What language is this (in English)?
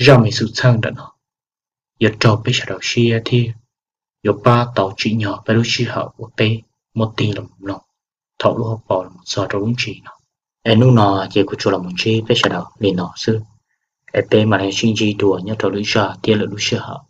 Hmong